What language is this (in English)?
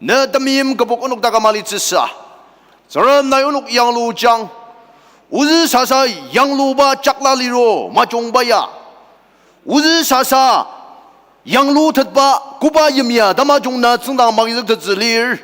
Ao Naga